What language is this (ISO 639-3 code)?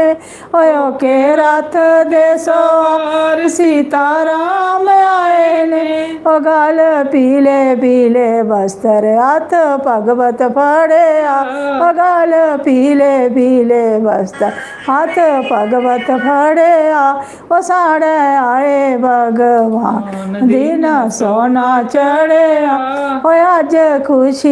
doi